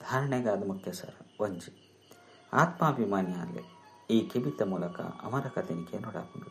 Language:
Tulu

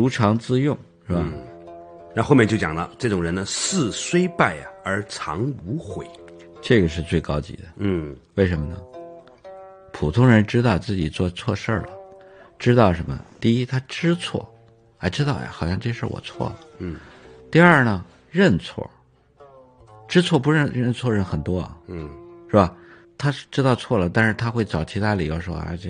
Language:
Chinese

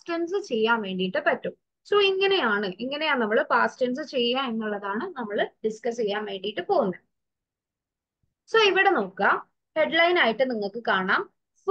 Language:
Malayalam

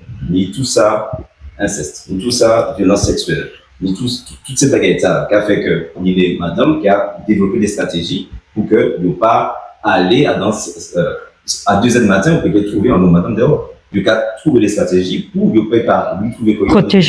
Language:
Guadeloupean Creole French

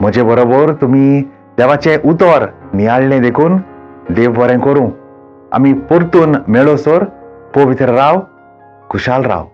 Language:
Konkani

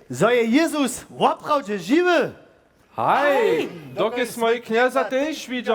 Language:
Upper Sorbian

